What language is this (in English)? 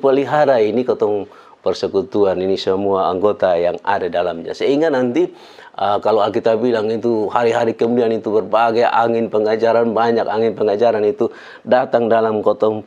Kupang Malay